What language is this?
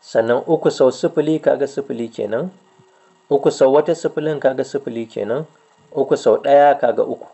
Hausa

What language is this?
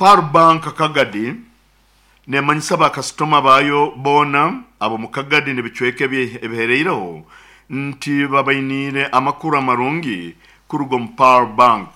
Nyoro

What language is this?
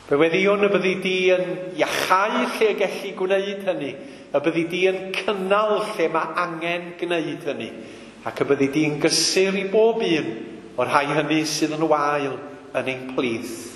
Welsh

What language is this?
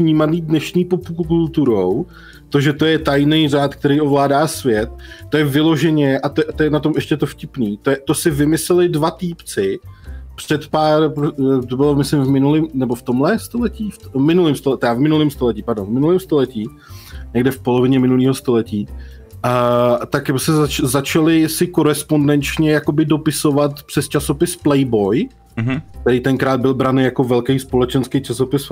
Czech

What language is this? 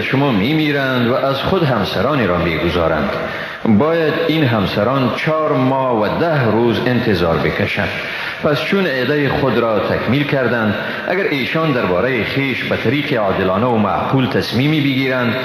Persian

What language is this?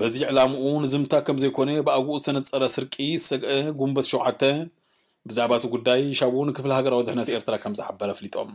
Tigrinya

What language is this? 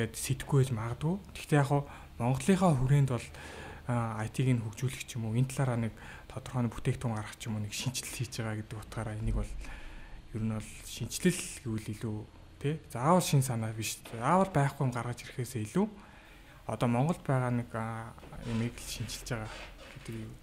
Mongolian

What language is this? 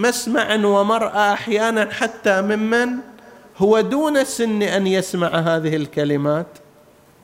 Arabic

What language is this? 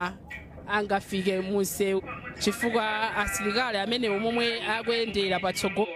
Nyanja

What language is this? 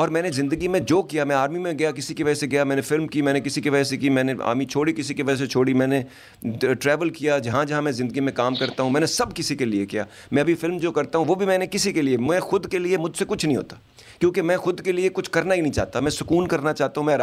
Urdu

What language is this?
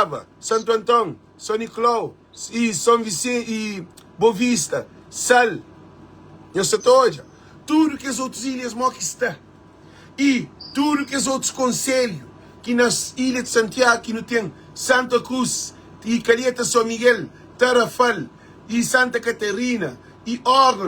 Kabuverdianu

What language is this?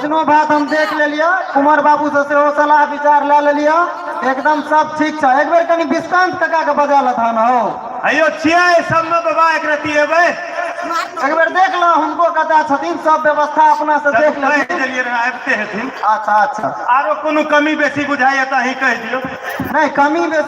Maithili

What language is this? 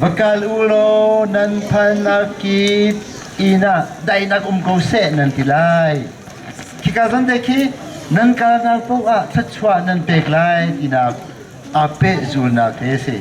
Hakha Chin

